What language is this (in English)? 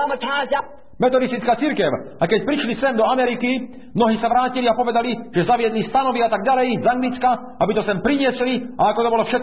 Slovak